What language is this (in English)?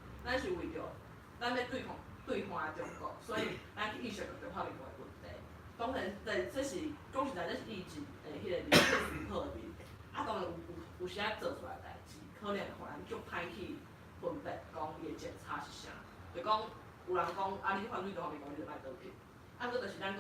Min Nan Chinese